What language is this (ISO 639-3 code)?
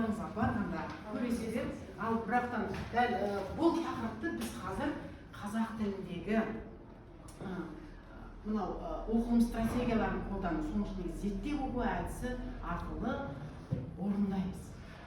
kaz